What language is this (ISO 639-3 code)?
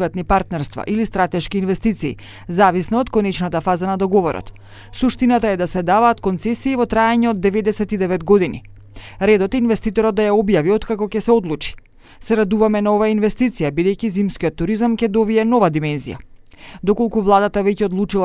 mkd